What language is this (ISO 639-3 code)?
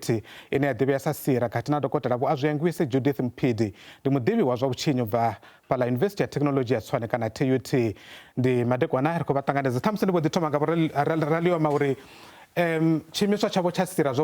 ven